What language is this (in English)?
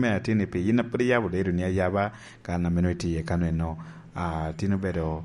Lango (Uganda)